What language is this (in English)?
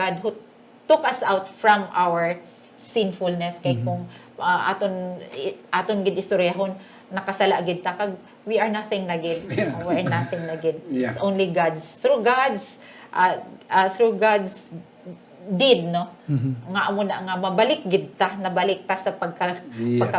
Hiligaynon